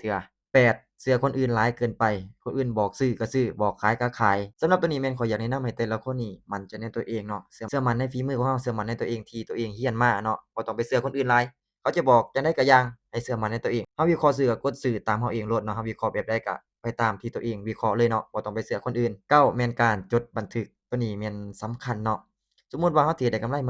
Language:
Lao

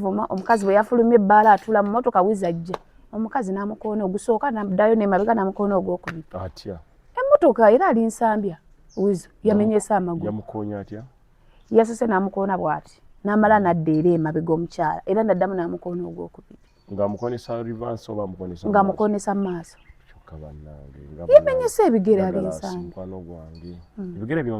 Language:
Ganda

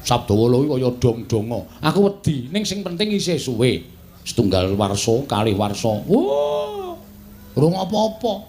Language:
Javanese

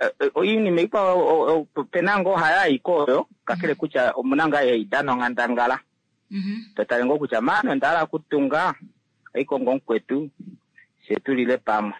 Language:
Kuanyama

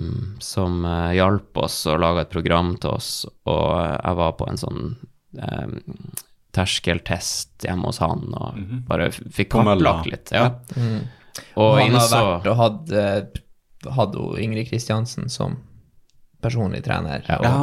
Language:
Norwegian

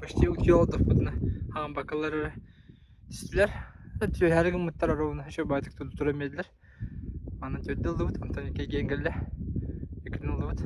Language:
Yakut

